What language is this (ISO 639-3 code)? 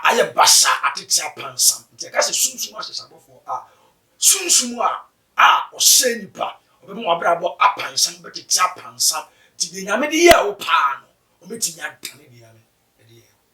aka